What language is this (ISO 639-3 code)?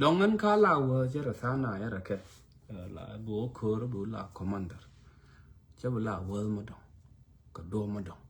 nus